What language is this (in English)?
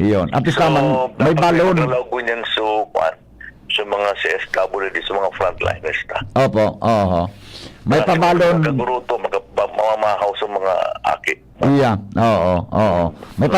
Bikol